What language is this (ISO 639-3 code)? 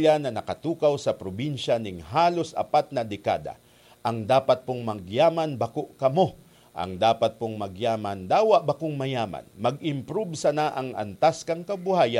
bik